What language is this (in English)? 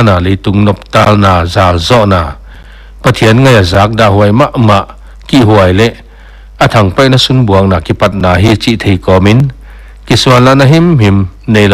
Paite Chin